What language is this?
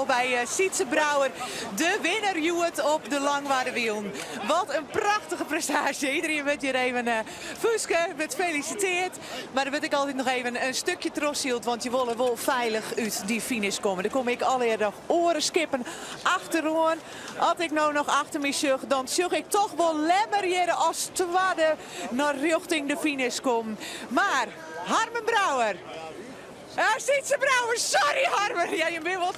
Western Frisian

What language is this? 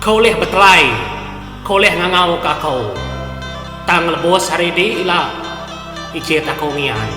Iban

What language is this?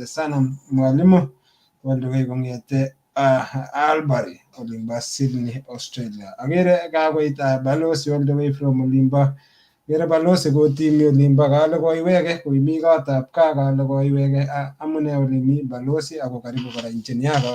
Kalenjin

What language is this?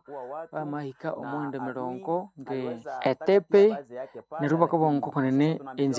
Nande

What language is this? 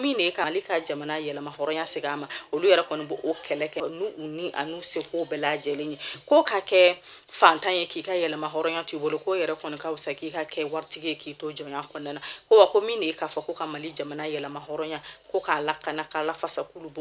Bambara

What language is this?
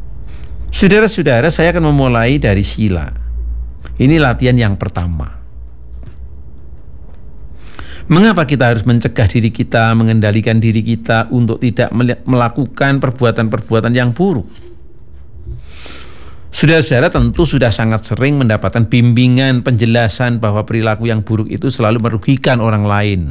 Indonesian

